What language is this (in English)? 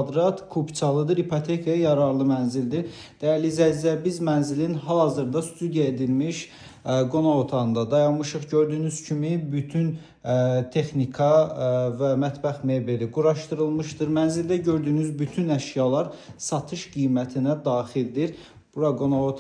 Azerbaijani